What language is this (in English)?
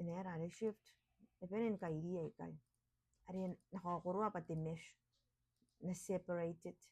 Gilbertese